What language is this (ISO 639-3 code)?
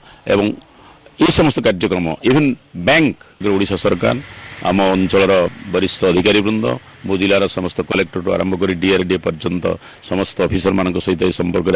ori